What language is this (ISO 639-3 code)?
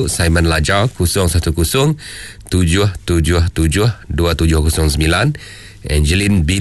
iba